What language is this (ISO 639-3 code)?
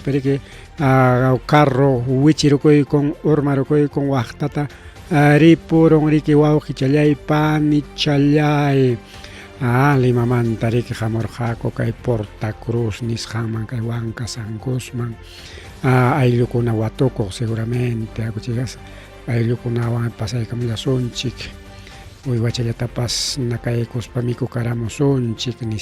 quy